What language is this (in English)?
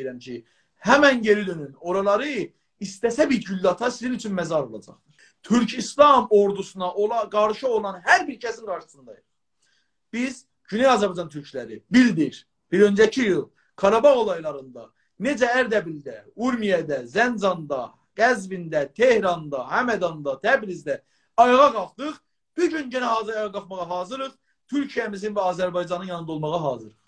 South Azerbaijani